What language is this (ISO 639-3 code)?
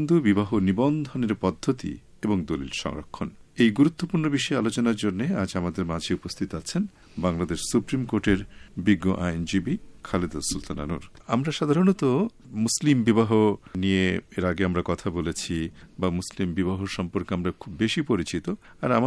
ben